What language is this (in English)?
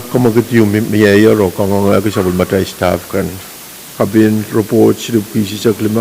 Pohnpeian